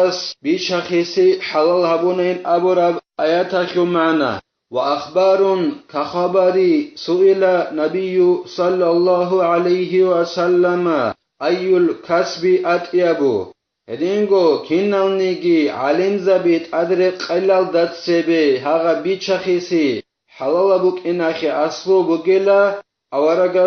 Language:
Avaric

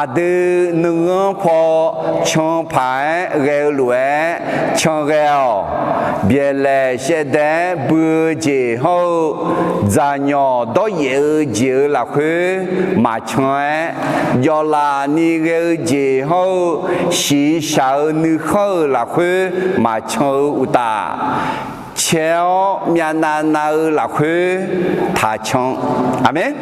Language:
Akha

